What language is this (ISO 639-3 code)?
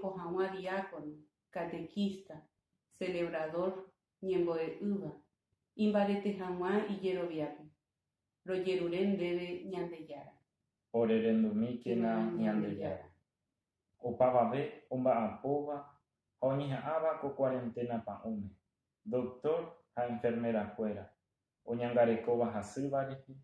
grn